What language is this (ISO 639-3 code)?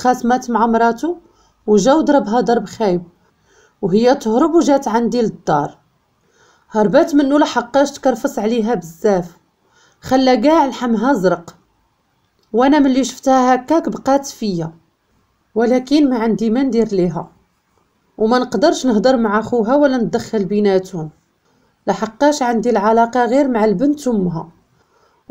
ary